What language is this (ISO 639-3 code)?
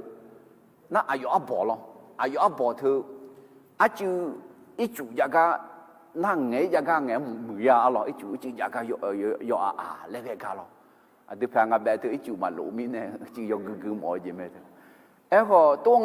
ahk